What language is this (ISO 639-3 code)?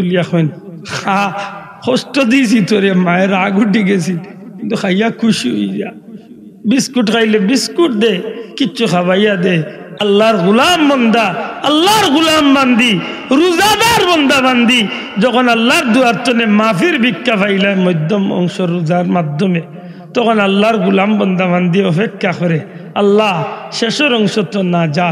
syl